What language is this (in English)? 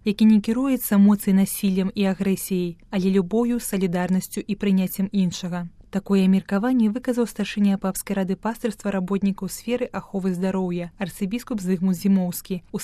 Belarusian